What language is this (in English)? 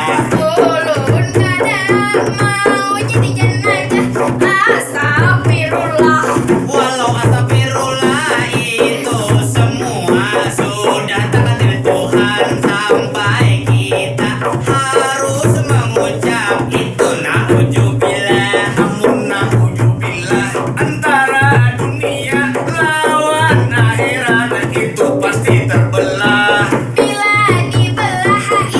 Banjar